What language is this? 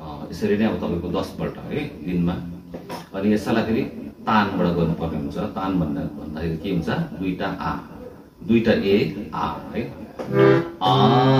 Nepali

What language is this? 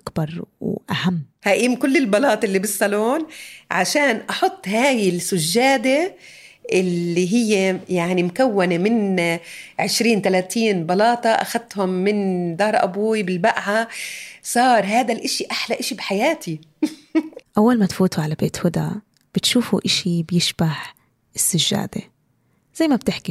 North Levantine Arabic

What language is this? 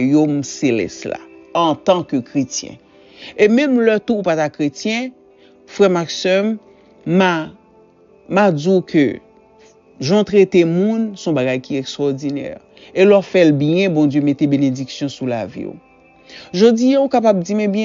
Haitian Creole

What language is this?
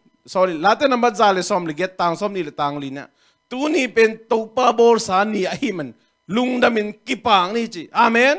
Tedim Chin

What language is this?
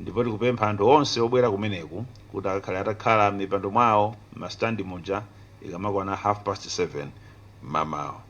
Nyanja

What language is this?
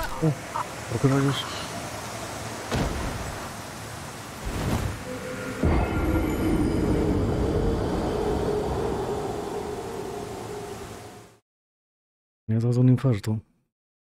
Spanish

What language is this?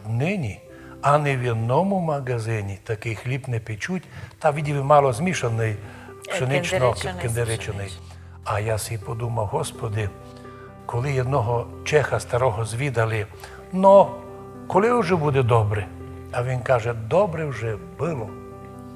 Rusyn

